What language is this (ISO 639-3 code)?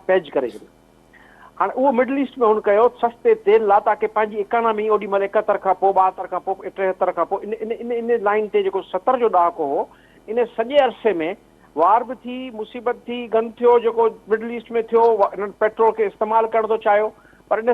snd